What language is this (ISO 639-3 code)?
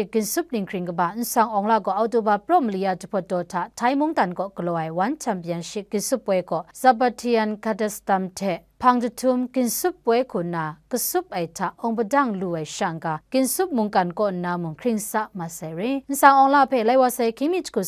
kac